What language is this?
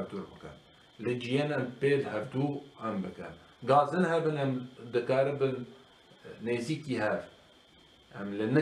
Kurdish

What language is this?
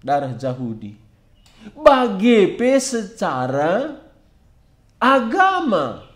Batak Karo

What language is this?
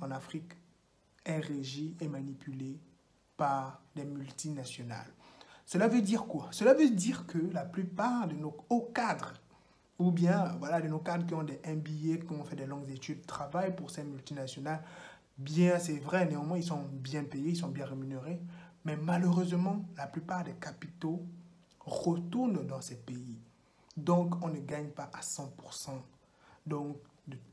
French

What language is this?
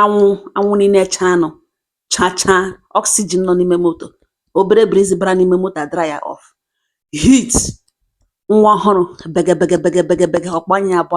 Igbo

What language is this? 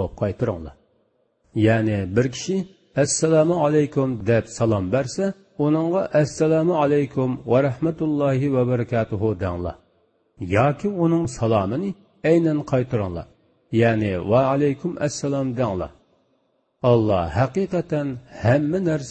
Uyghur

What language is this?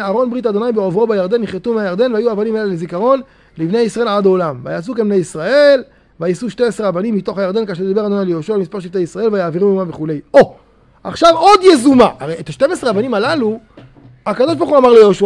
Hebrew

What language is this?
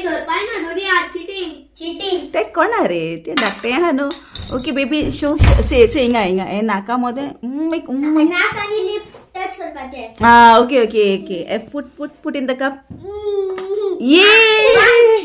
Konkani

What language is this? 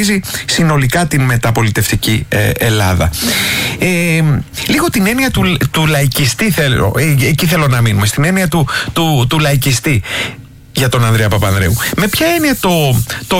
Greek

